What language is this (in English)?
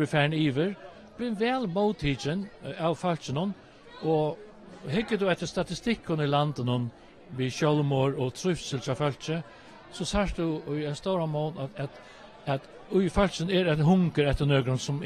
Faroese